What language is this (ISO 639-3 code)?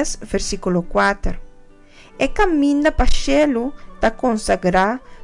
pap